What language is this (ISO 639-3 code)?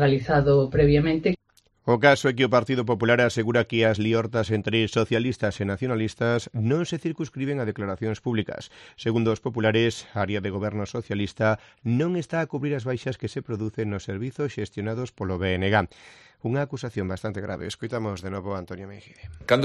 glg